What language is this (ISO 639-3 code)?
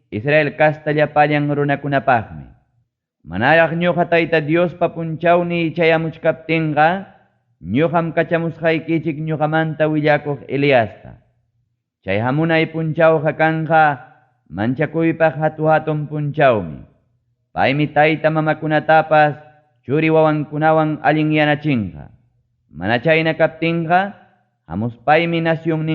quy